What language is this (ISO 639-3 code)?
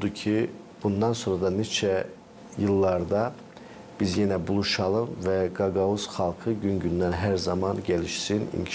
gag